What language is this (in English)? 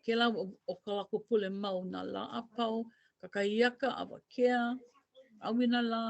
Hawaiian